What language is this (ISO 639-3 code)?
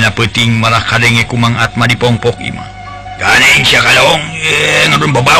sun